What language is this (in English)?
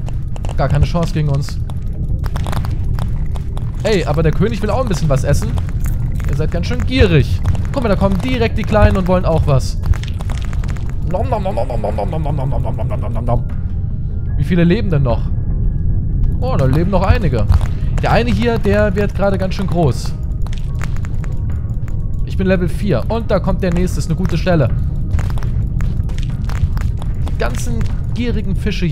German